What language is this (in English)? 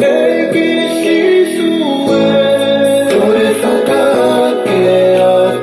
Tongan